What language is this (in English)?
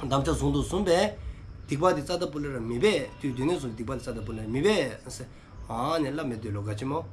Dzongkha